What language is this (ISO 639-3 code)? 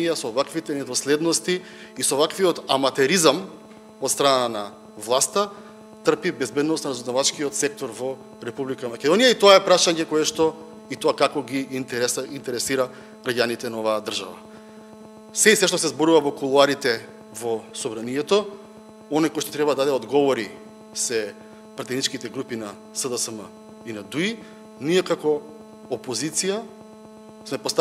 mkd